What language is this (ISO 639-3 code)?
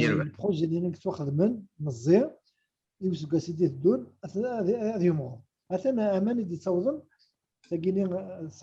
kab